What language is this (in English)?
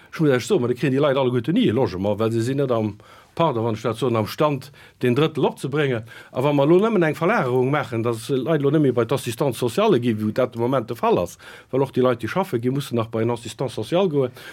Luxembourgish